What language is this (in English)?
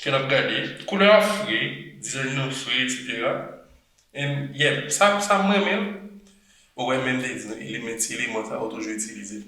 Haitian Creole